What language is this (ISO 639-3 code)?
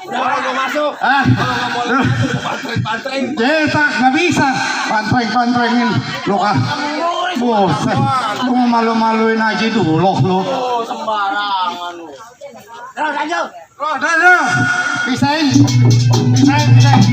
bew